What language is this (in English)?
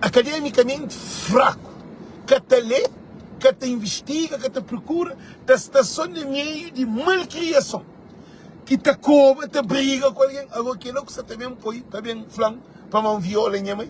Kabuverdianu